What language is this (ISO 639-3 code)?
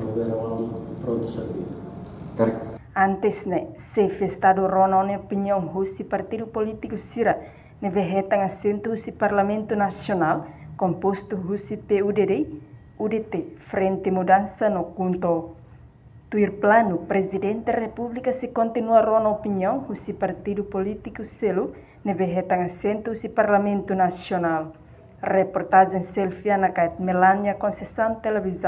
tet